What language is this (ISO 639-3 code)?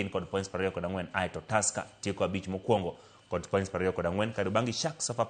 luo